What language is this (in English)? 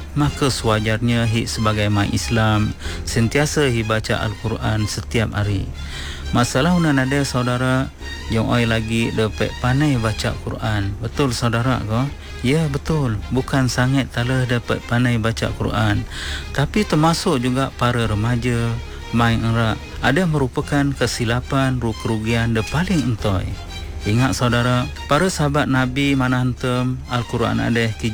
Malay